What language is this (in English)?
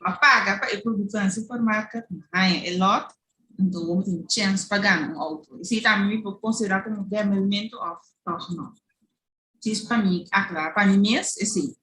Papiamento